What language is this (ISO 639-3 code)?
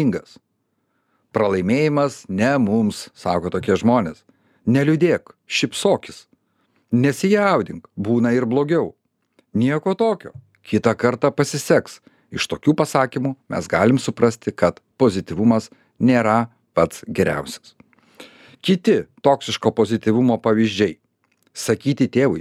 lit